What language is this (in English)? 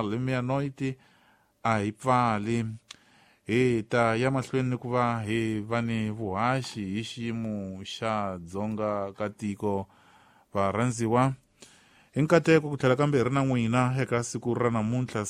Tsonga